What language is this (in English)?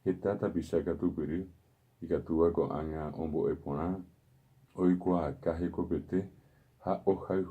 Guarani